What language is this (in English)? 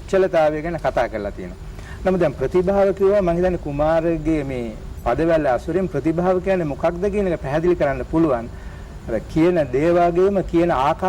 Sinhala